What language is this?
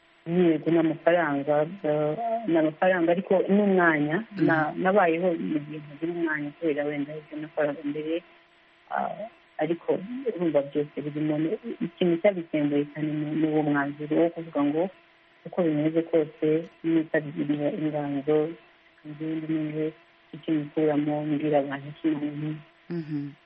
Kinyarwanda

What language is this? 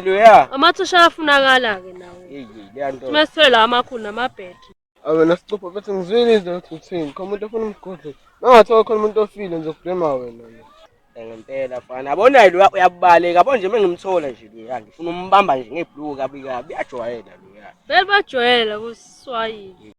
Zulu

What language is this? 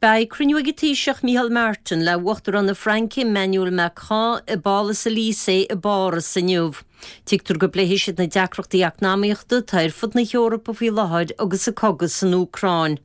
Irish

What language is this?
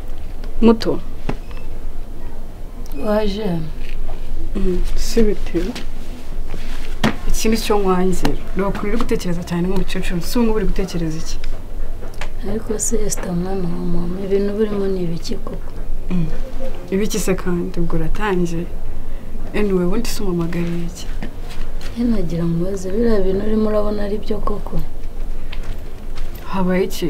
Kinyarwanda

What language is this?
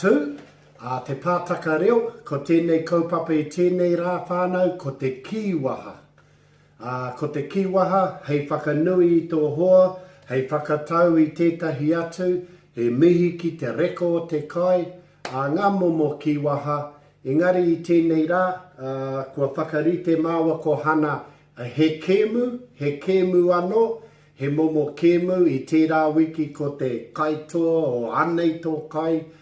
Māori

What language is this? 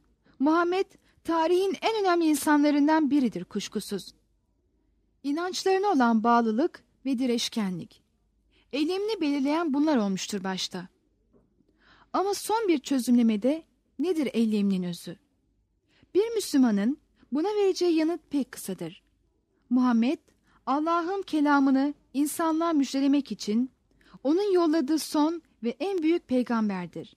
Turkish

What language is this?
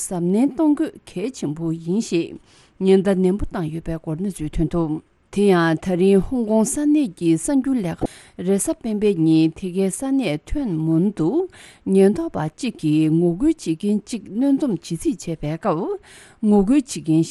Tibetan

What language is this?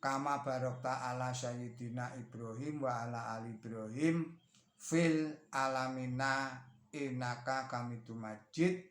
Javanese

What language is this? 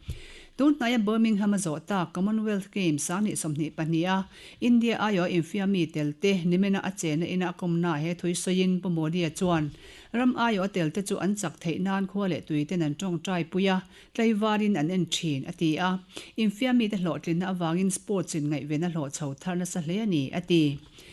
Mizo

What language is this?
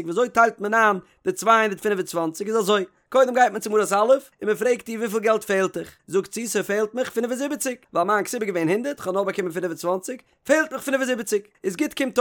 Yiddish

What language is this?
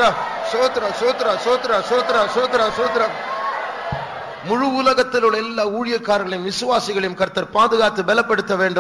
Tamil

